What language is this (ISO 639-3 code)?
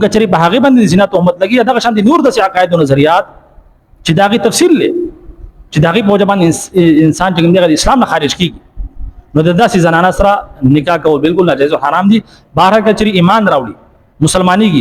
pus